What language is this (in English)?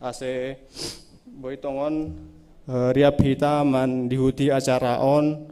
Batak Simalungun